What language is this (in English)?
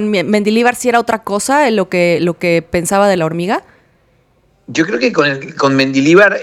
Spanish